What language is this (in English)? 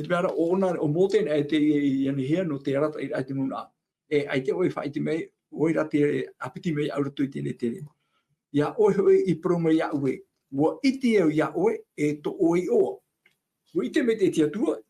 Tahitian